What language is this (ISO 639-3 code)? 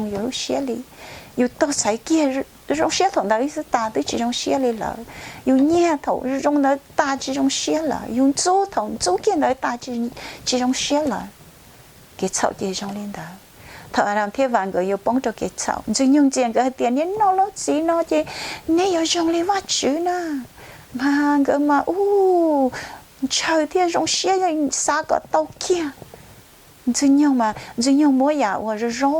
hmn